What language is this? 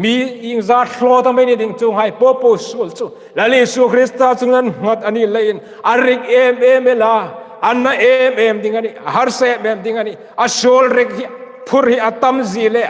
Hmar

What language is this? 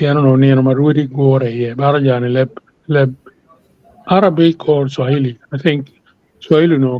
Acoli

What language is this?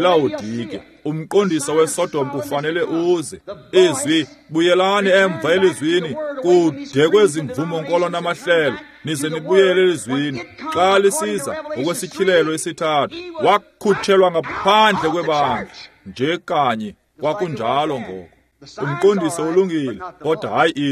Xhosa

